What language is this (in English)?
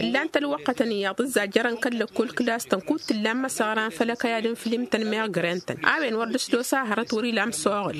Tamasheq